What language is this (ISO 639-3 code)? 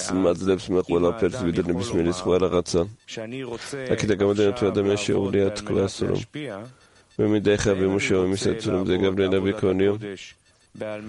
kat